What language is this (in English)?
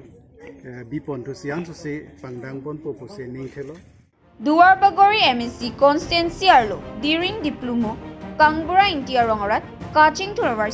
Karbi